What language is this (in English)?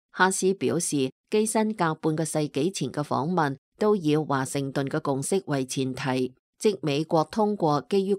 Cantonese